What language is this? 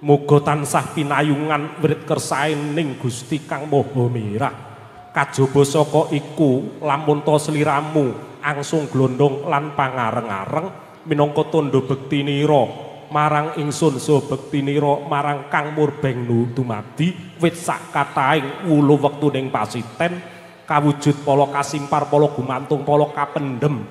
Javanese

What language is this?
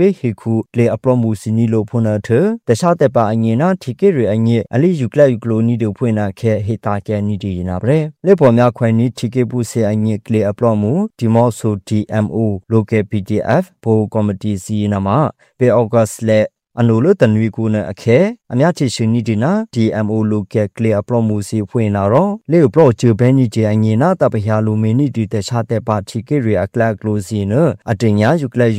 Burmese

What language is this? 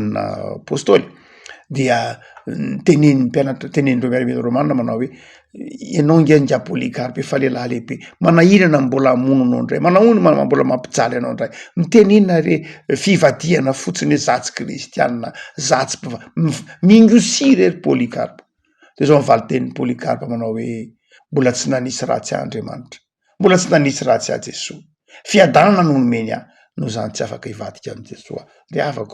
Malagasy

